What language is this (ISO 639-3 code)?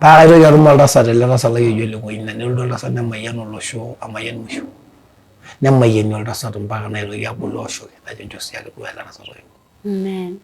mas